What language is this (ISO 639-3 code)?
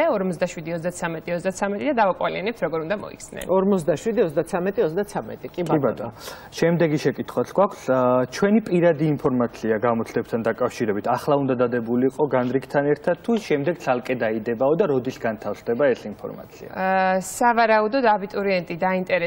kat